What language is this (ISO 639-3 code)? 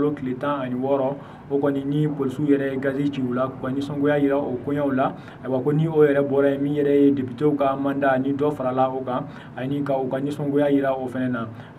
bam